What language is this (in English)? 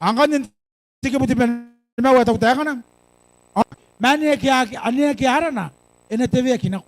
Gilbertese